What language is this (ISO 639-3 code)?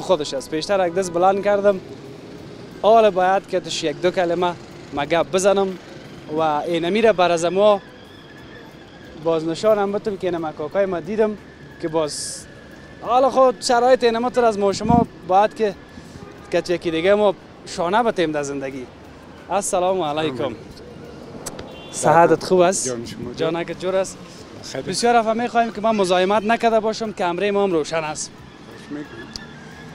fas